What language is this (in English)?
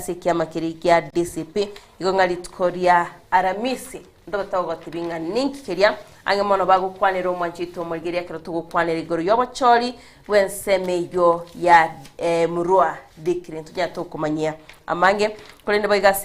Gusii